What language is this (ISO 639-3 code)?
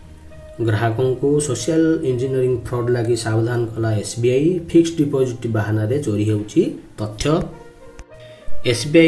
ori